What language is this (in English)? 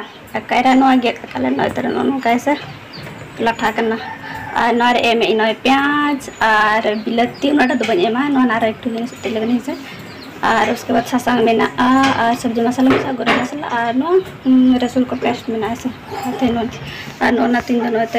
Santali